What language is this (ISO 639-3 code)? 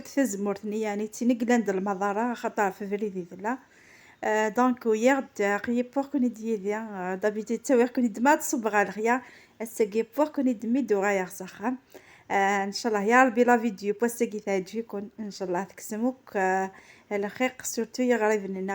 kab